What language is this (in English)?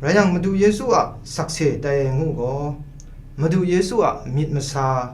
Kachin